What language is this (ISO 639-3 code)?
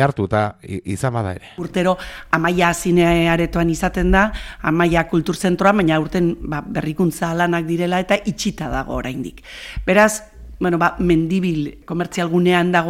eus